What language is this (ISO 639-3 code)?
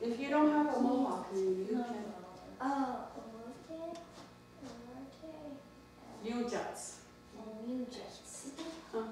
moh